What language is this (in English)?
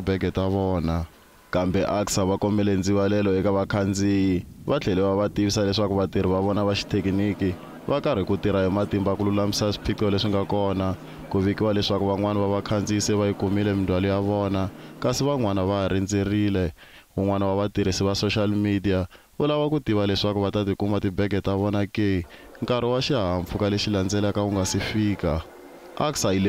Tsonga